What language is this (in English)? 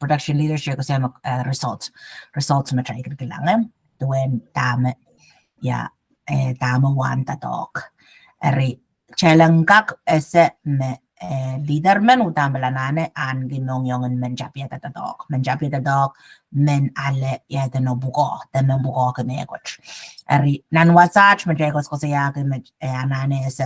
Pohnpeian